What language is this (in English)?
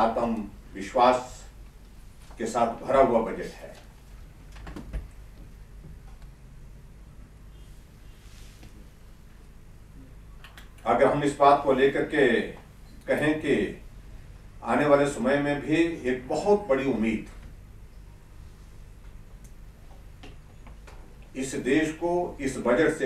Hindi